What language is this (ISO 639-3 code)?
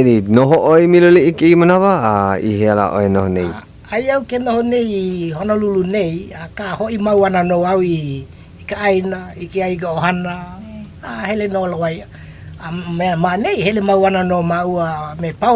haw